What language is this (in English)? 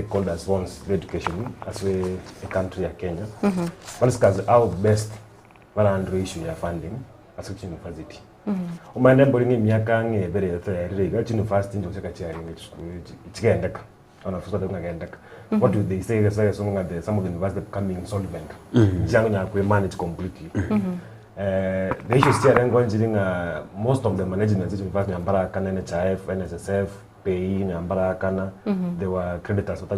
Gusii